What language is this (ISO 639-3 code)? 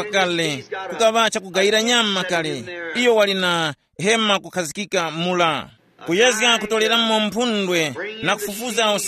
tum